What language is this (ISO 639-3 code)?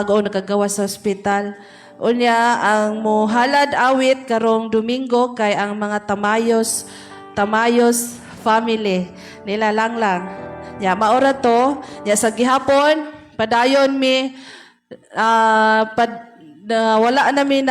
ceb